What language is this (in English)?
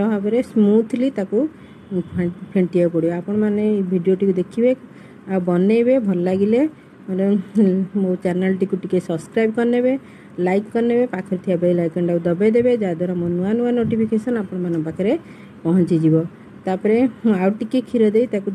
Odia